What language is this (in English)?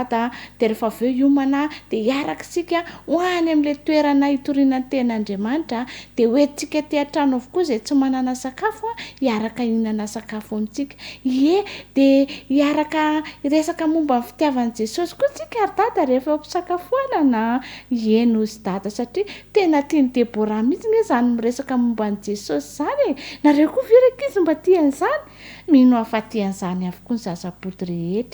Malagasy